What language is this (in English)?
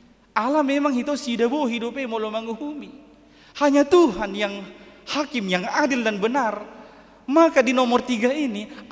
Batak Toba